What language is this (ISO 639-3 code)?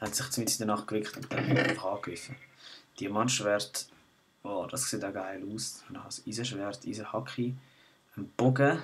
gsw